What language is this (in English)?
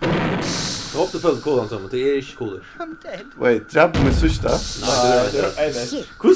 Faroese